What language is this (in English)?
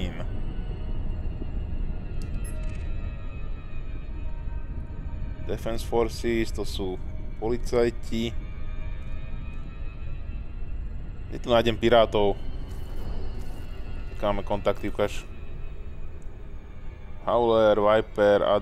Slovak